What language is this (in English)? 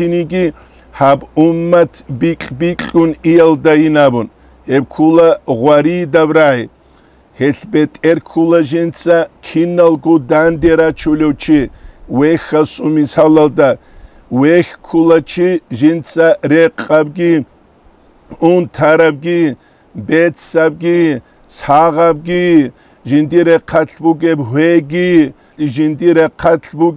Avaric